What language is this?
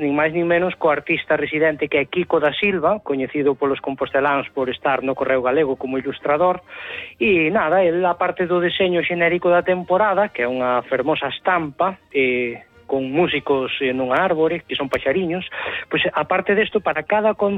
Galician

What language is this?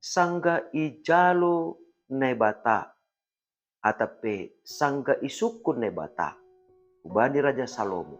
Batak Simalungun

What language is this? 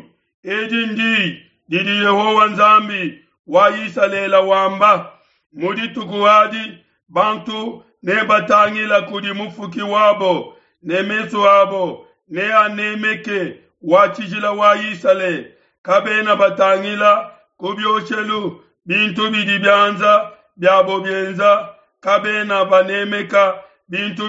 Luba-Lulua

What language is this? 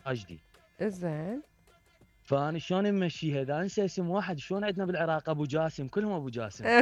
Mesopotamian Arabic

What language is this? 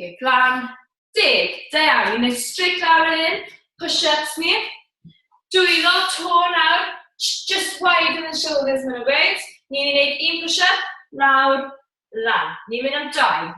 Welsh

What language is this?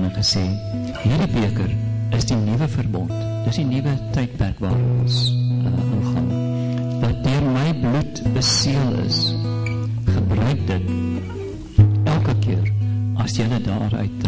Afrikaans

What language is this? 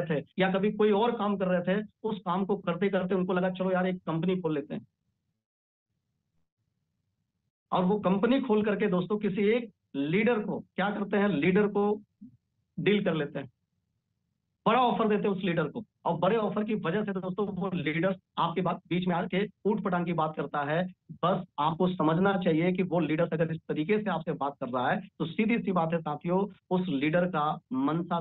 Hindi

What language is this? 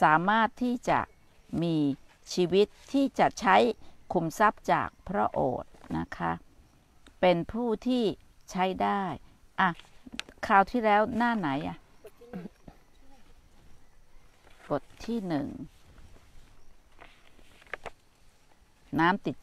Thai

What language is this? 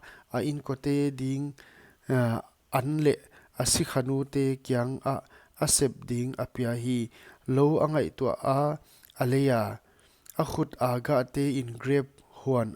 Paite Chin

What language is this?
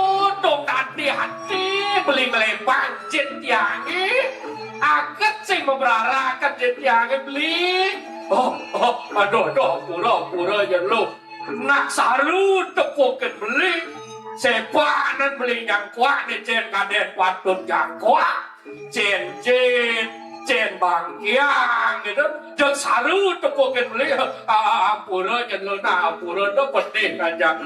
Balinese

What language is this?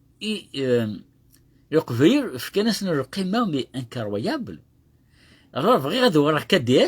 Kabyle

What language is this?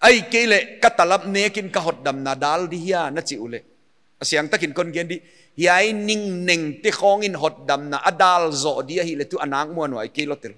Paite Chin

